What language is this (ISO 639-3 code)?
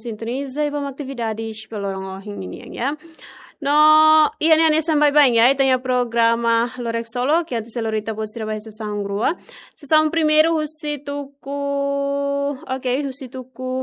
tet